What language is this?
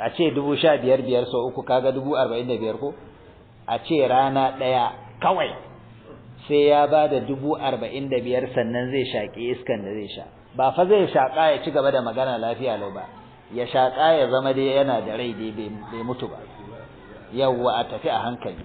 Hausa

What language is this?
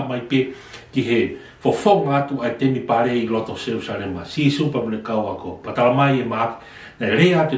Tongan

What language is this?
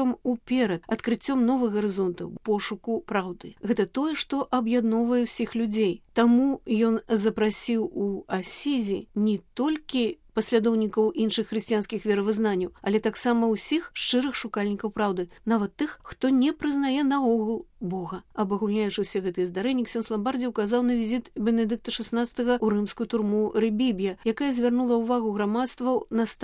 Belarusian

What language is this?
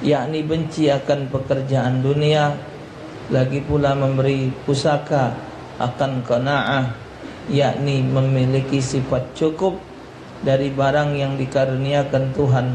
Musi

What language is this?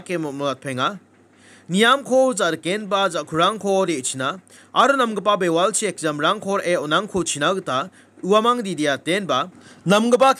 Garo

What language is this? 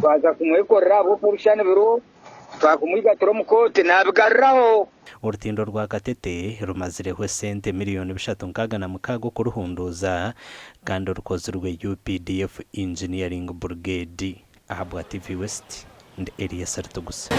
Nyankole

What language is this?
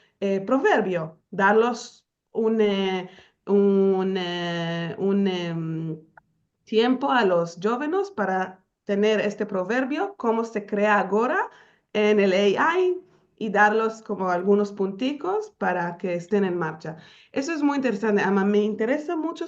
Ladino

